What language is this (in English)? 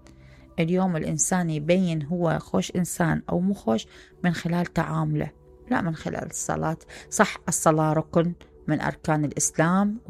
Mesopotamian Arabic